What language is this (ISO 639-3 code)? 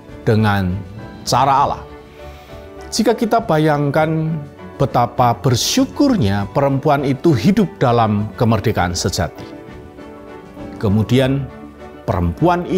ind